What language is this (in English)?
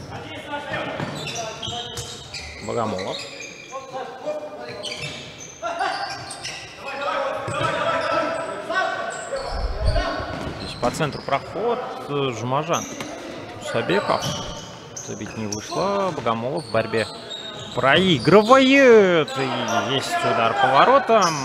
Russian